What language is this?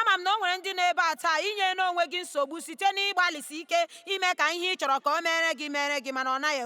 Igbo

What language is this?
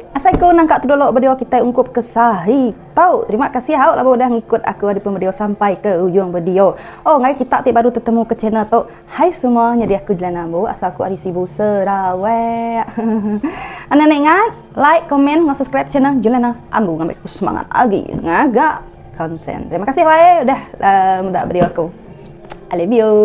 Iban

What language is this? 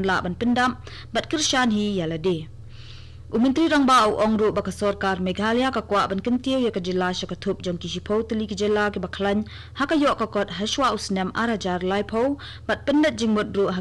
Khasi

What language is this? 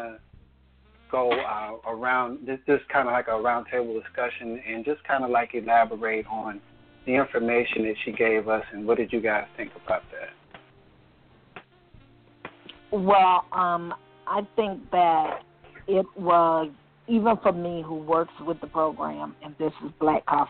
English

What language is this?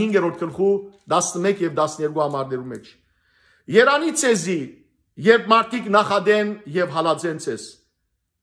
Western Armenian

